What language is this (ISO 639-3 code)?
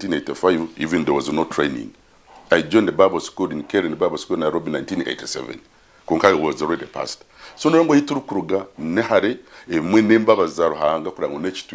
nyn